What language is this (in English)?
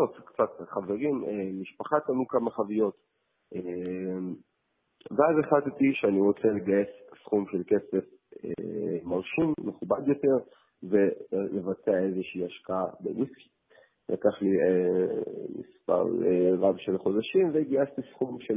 Hebrew